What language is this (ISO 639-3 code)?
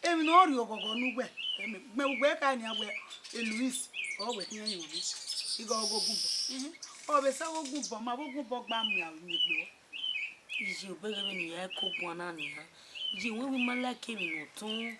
bin